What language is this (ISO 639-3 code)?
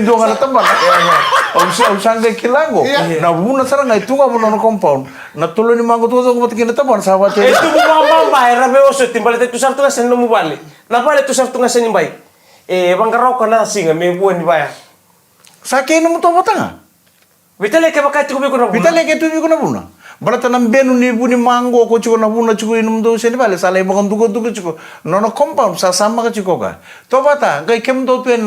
fij